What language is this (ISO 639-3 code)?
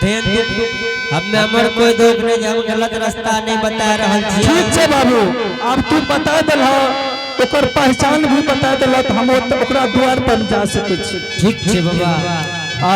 anp